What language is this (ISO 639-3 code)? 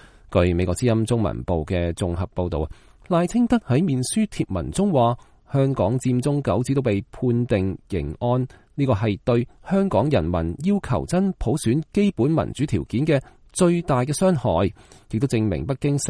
yue